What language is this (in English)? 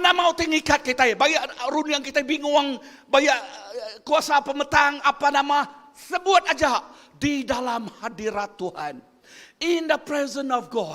Iban